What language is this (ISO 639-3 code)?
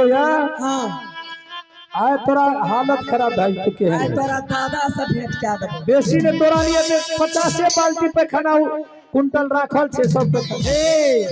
mai